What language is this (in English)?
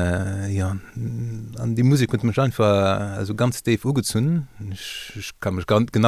Luxembourgish